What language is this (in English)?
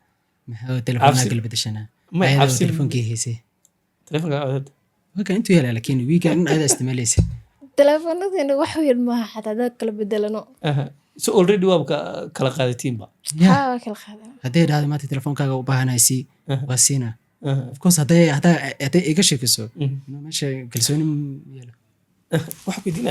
Somali